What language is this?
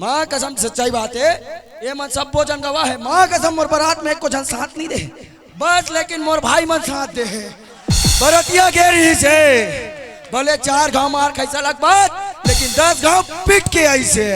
Chhattisgarhi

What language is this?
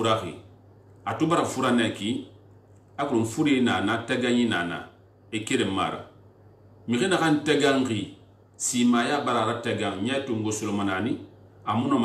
Susu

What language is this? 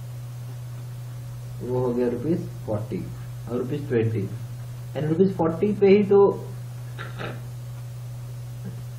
Hindi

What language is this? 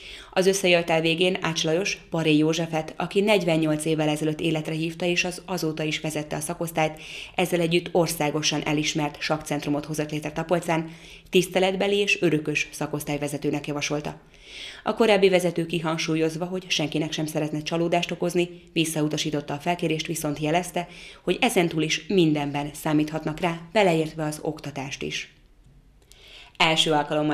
Hungarian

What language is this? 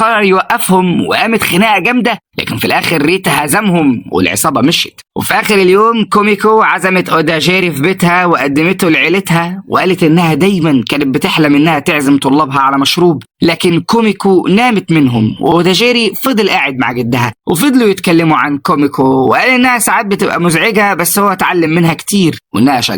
Egyptian Arabic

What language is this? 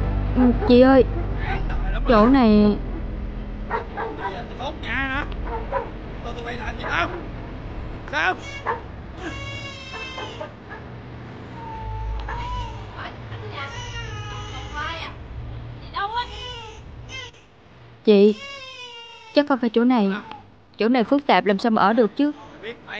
Vietnamese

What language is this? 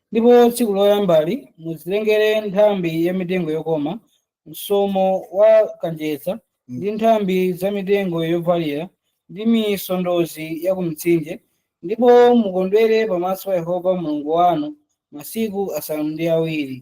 Nyanja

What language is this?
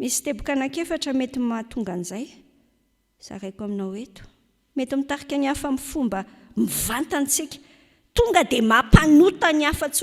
Malagasy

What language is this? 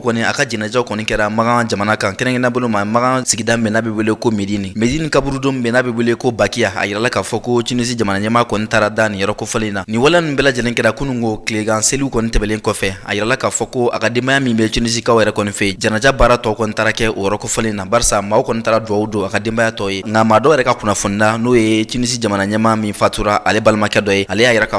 Bambara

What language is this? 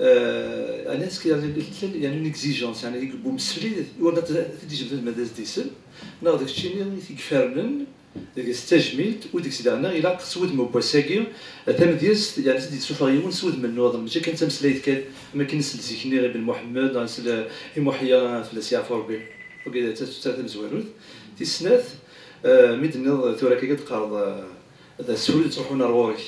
Kabyle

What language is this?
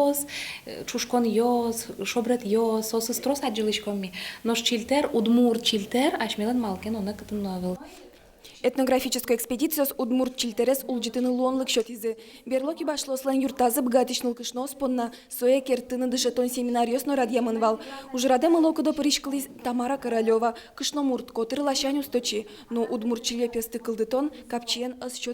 Udmurt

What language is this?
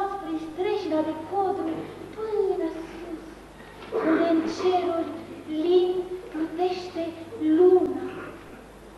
Romanian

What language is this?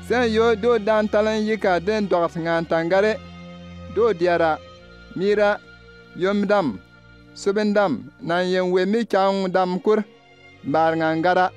Bimoba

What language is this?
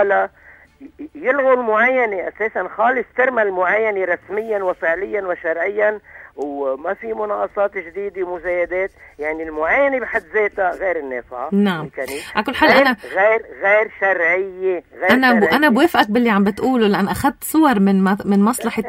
North Levantine Arabic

